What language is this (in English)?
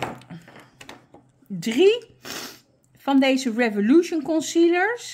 Dutch